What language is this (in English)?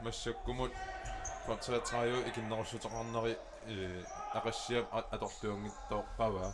Kalaallisut